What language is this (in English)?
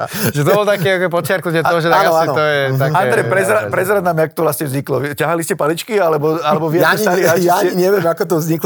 Slovak